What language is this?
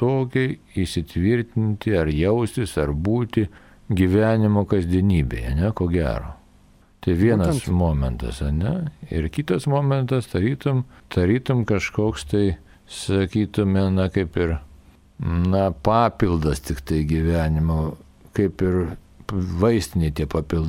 Lithuanian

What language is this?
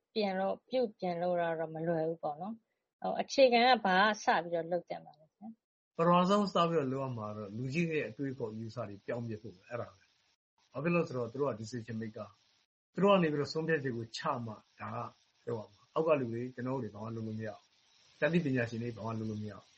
Burmese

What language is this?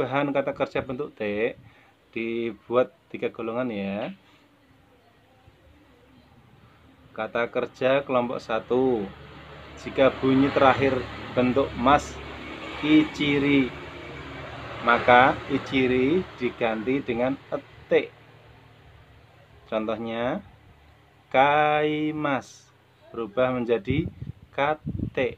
Indonesian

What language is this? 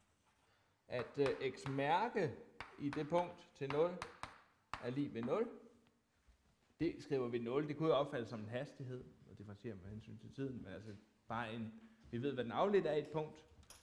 Danish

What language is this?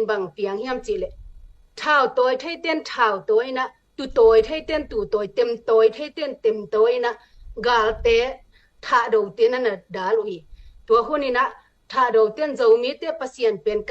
Tedim Chin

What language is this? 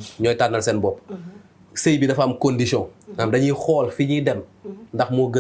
Wolof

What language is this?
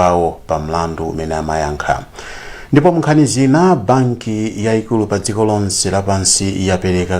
Nyanja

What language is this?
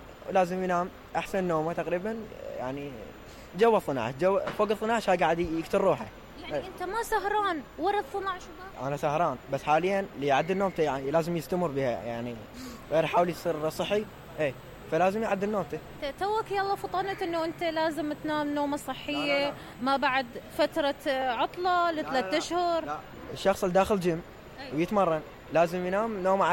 Mesopotamian Arabic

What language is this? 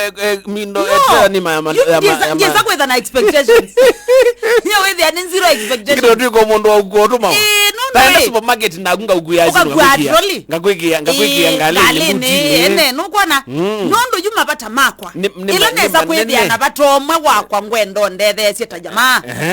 Kamba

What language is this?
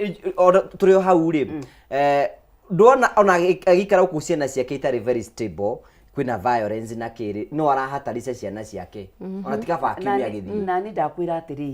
Kikuyu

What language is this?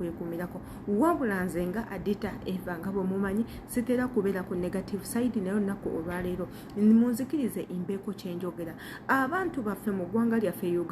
Ganda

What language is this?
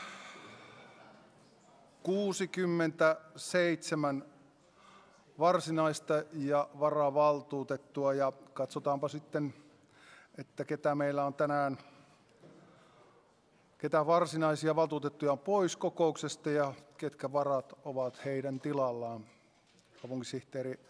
Finnish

